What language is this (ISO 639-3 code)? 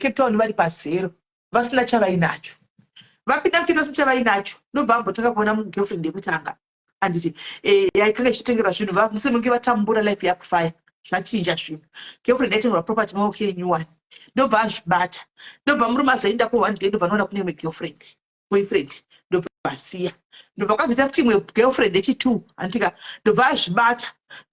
sna